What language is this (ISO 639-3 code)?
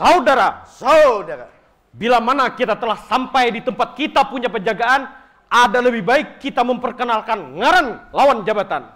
bjn